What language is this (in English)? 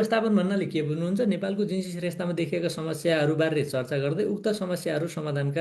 Nepali